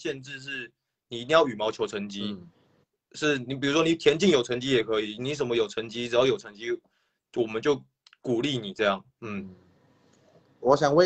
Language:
Chinese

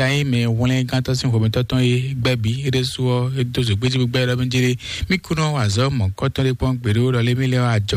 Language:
Fon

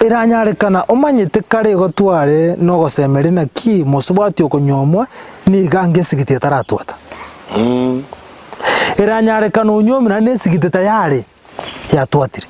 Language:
Gusii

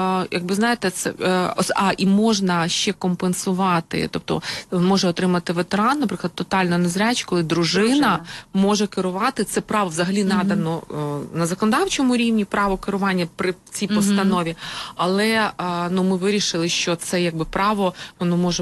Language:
Ukrainian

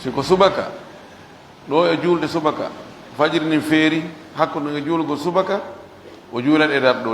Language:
Pular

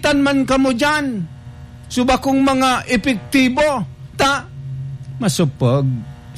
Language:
Bikol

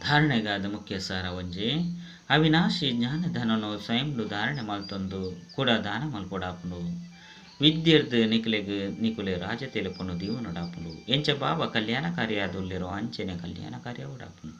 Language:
Tulu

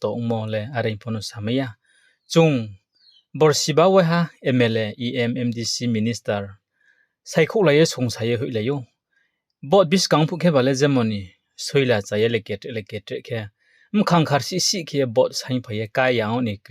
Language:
Riang (India)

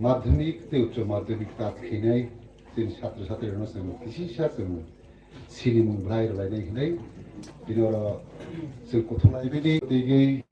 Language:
Kok Borok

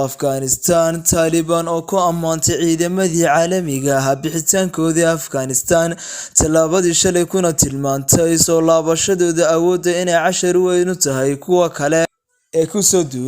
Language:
Somali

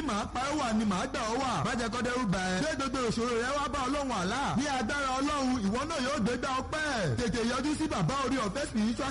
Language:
Yoruba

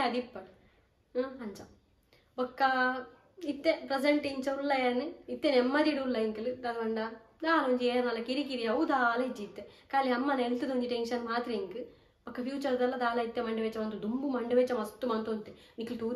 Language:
Tulu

